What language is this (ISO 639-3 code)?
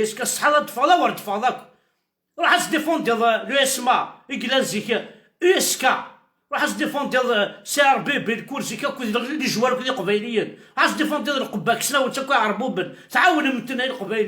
kab